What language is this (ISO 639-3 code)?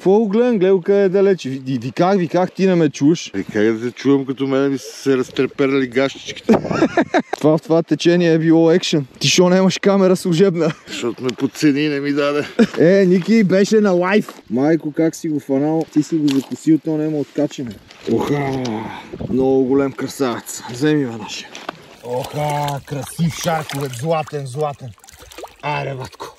bul